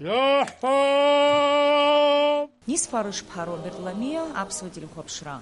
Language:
Abkhazian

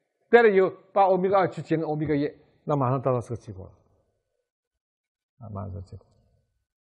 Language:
Chinese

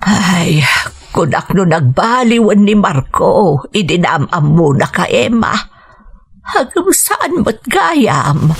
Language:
Iloko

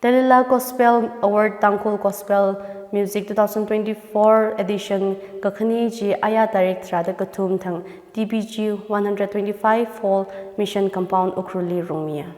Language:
Tangkhul Naga (India)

